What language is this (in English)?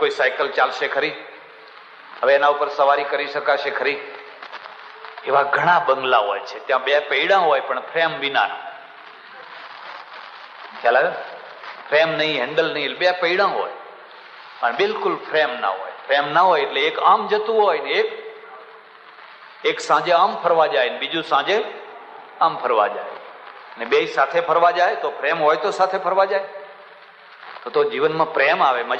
Gujarati